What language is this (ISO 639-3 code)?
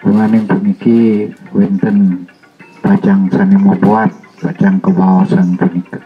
ban